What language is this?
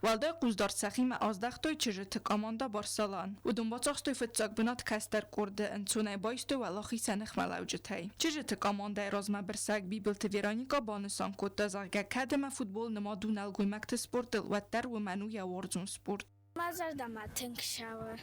Ossetic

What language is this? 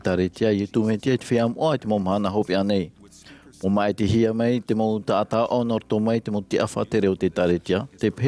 Tahitian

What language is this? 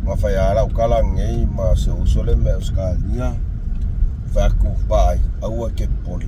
Samoan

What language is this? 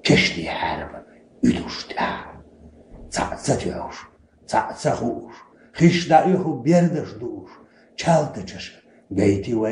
Chechen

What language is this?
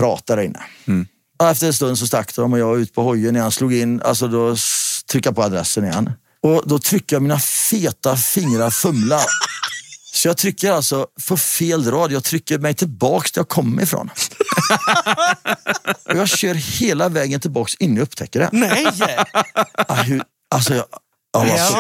Swedish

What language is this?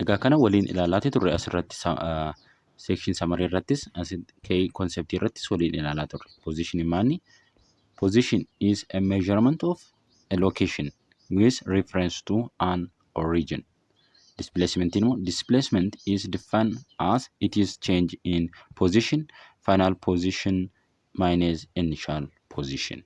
Oromo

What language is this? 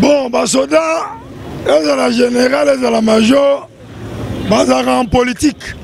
Lingala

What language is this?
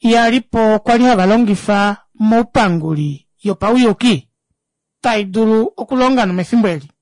Kuanyama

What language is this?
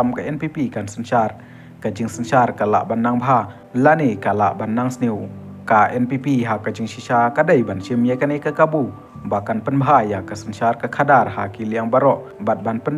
Khasi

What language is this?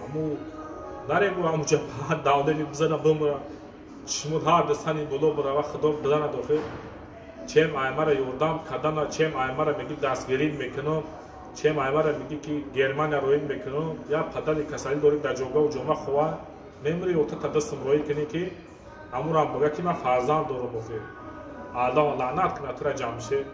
Tajik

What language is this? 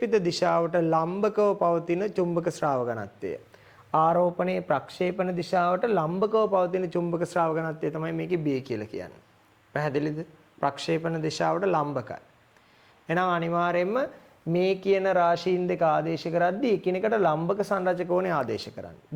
Sinhala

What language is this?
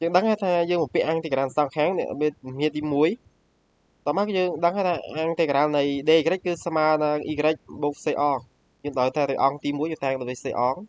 Khmer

